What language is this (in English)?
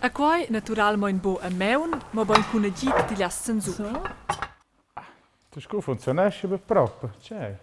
Romansh